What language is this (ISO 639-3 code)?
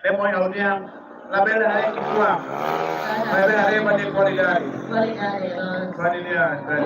tet